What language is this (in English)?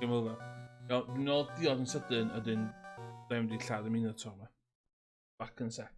Welsh